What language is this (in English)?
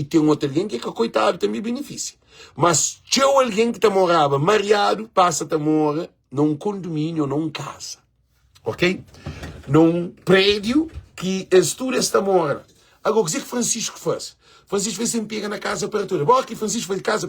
Kabuverdianu